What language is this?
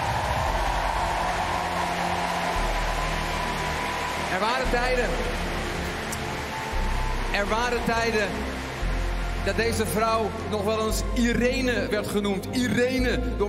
Dutch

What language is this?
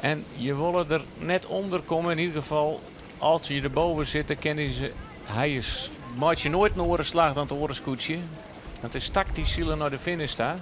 Western Frisian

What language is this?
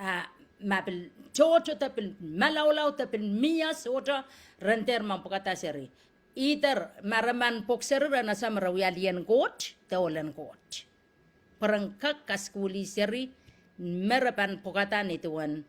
Pohnpeian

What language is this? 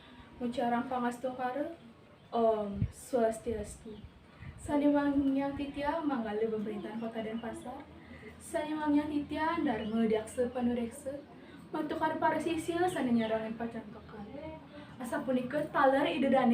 Balinese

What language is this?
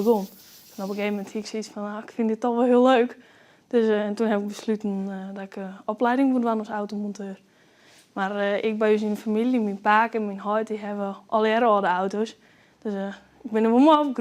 Western Frisian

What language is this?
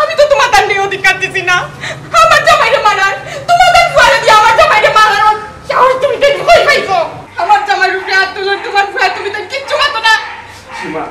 Sylheti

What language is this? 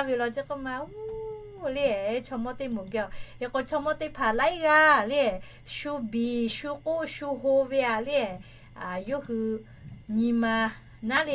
Lahu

